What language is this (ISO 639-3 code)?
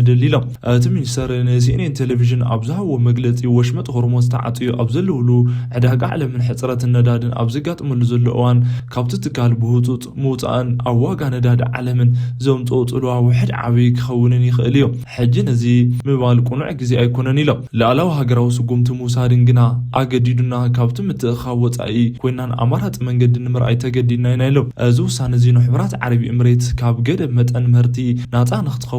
tir